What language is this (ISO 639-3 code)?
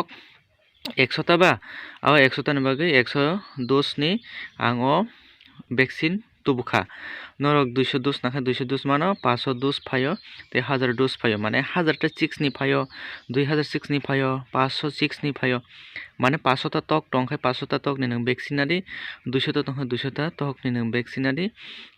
trp